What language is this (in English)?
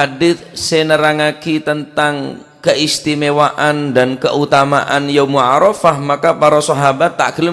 Madurese